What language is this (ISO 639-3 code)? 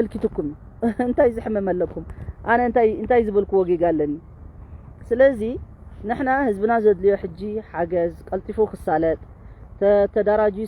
tir